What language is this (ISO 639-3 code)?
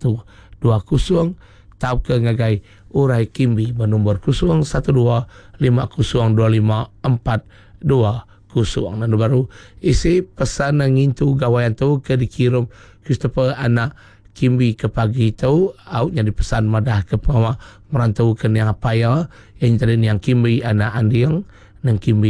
iba